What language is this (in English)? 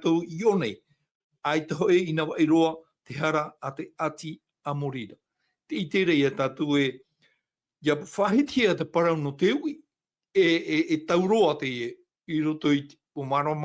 Tahitian